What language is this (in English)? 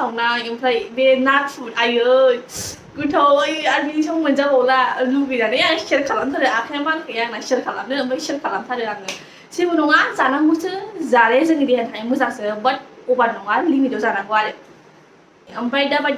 Bodo